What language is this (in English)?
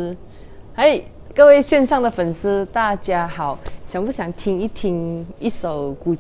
Chinese